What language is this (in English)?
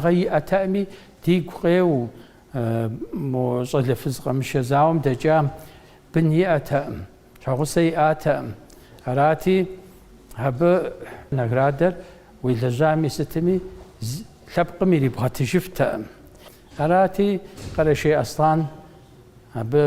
Kabardian